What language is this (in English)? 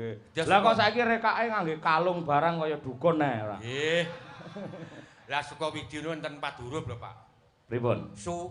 Javanese